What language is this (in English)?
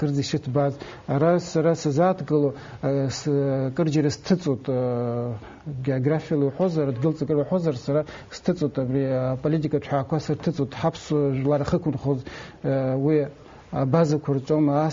Abkhazian